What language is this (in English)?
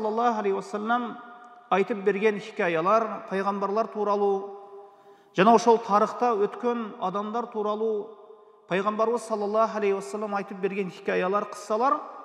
Kyrgyz